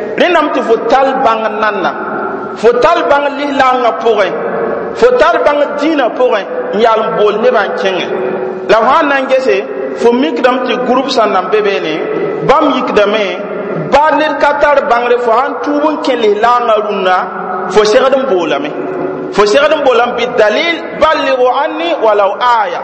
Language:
Mossi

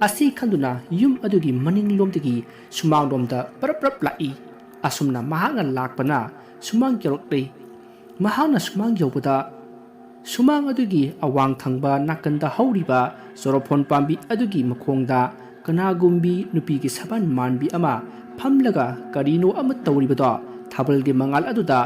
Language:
Manipuri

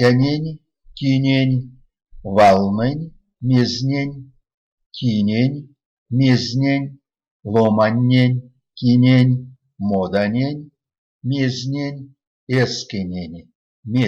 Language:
Erzya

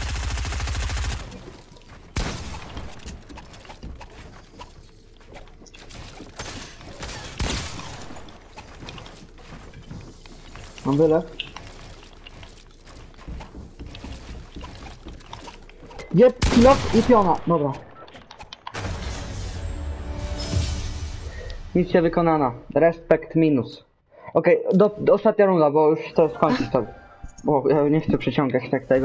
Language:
Polish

